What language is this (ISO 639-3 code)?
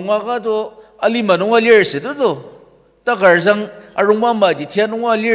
njo